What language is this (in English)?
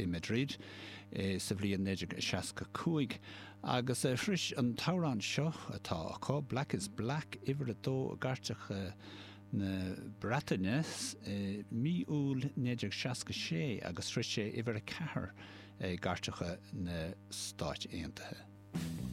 Irish